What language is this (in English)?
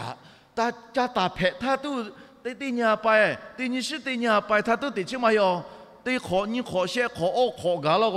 Lahu